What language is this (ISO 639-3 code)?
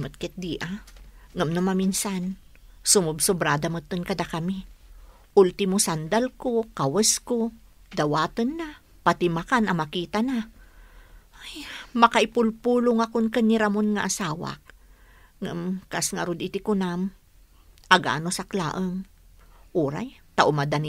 ilo